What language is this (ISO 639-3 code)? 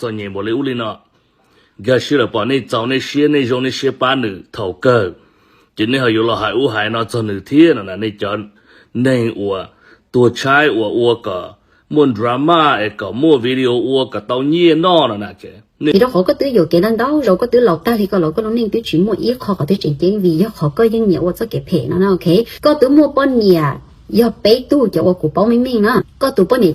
hmn